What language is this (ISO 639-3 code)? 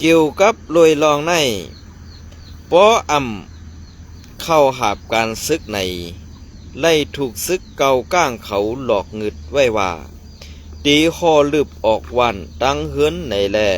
shn